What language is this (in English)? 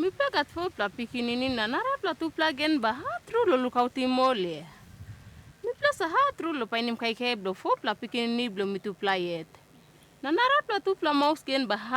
Tok Pisin